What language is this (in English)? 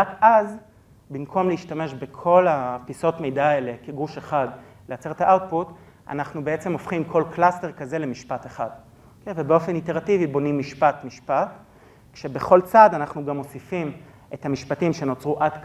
Hebrew